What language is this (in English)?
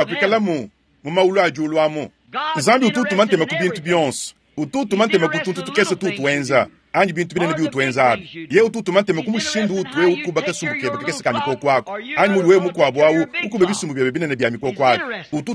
Luba-Lulua